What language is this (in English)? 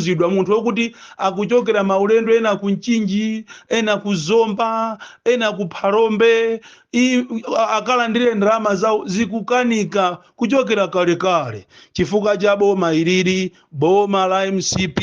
Nyanja